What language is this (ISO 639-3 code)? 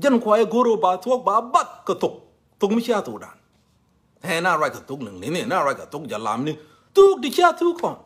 nus